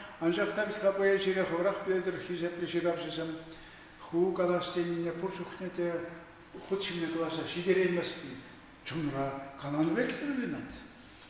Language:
Chuvash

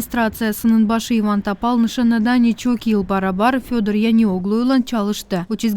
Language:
Gagauz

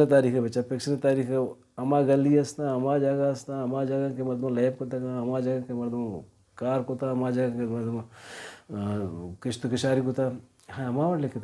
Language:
Baluchi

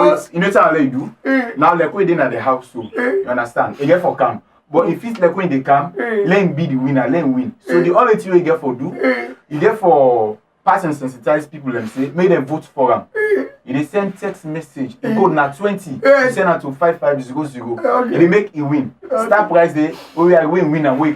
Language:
Krio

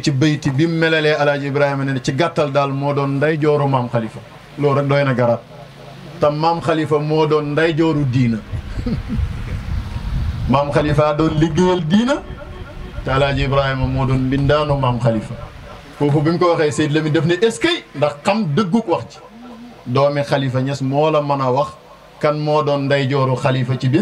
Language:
Wolof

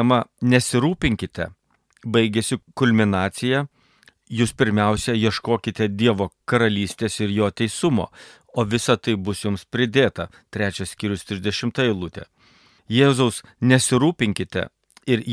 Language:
Lithuanian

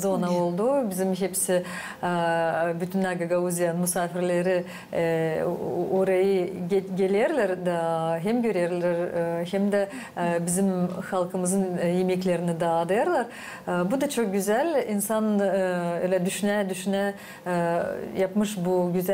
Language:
Gagauz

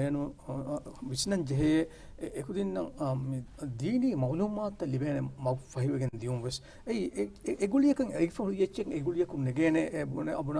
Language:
Divehi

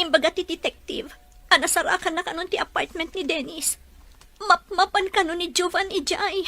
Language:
Iloko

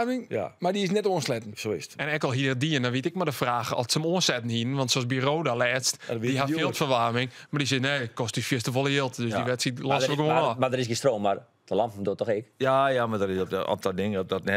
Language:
Western Frisian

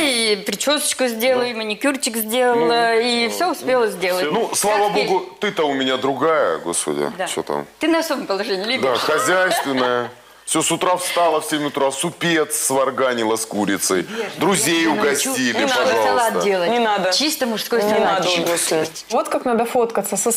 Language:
Russian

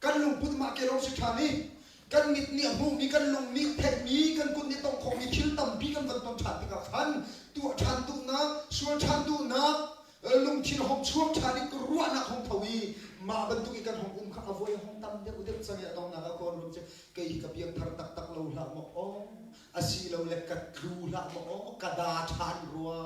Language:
Hakha Chin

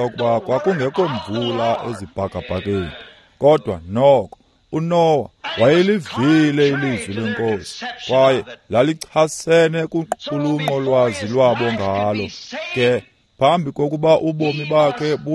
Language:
Xhosa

